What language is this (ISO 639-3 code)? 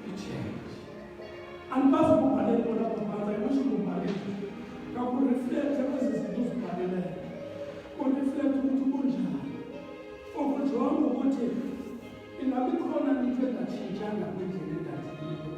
xho